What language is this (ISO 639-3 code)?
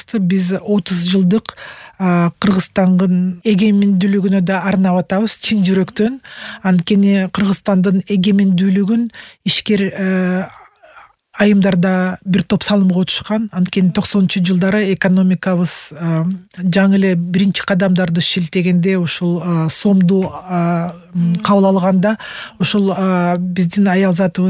kir